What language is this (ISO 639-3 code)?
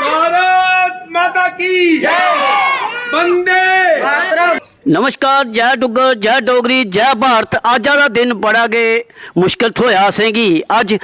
doi